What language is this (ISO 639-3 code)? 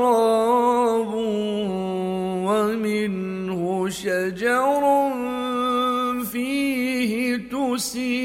ara